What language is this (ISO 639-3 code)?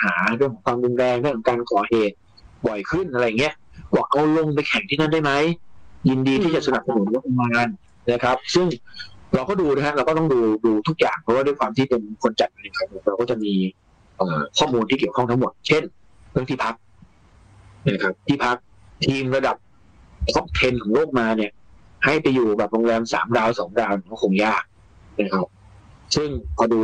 tha